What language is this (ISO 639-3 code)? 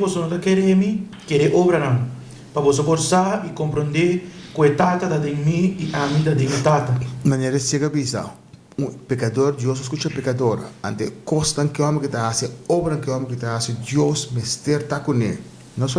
pap